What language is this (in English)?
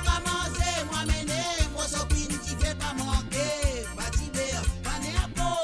Morisyen